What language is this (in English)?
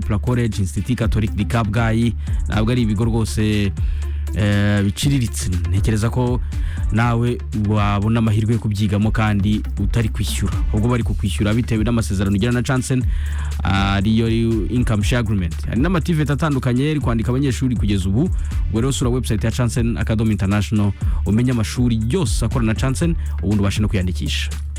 Kinyarwanda